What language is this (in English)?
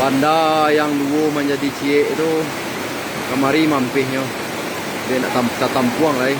Minangkabau